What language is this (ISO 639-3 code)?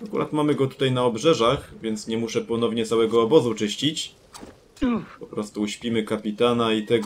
pol